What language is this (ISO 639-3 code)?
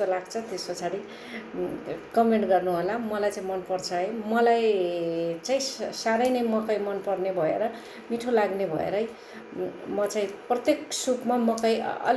nep